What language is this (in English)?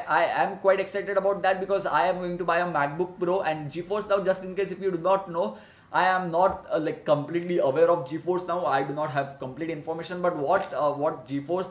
English